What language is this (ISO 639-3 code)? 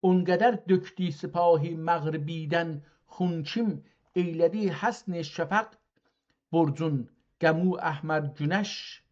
azb